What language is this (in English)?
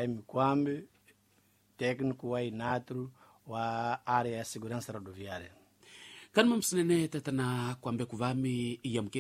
Tsonga